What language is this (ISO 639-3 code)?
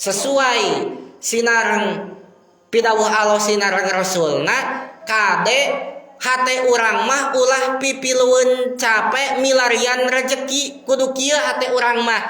sun